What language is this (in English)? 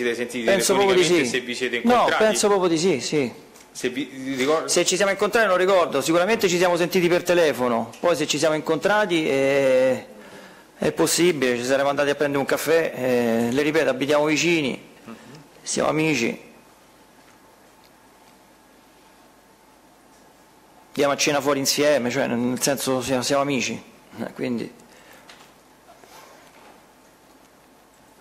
Italian